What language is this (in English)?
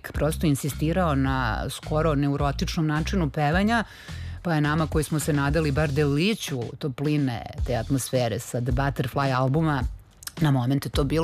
Serbian